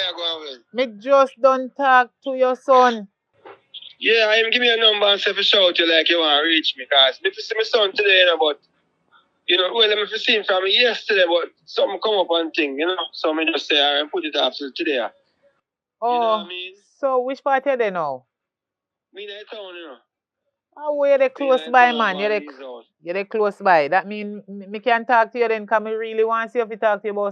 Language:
Jamaican Creole English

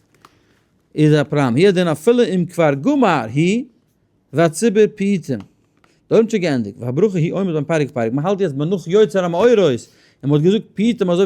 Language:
Yiddish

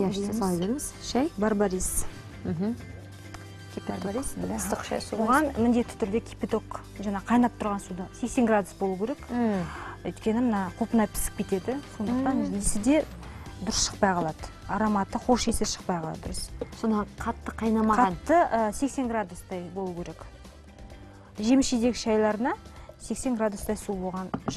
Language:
Kazakh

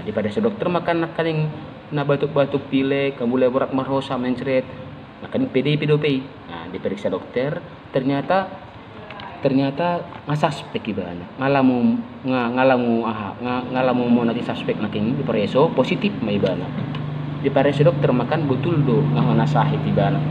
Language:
Batak Toba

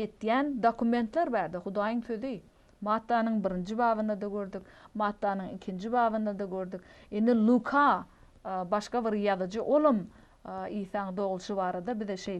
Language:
Turkmen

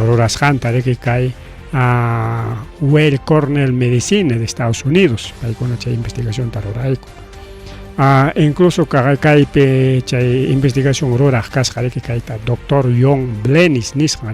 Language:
Ayacucho Quechua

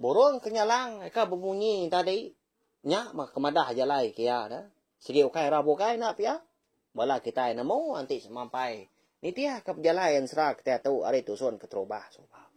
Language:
Iban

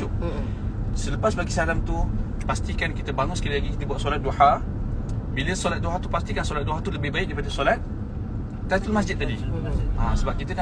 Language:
Malay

